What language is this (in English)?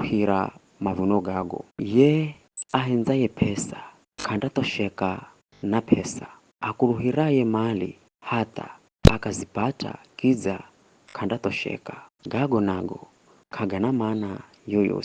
Giryama